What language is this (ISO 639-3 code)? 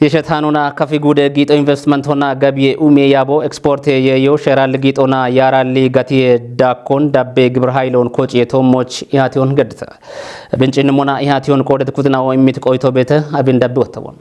kbr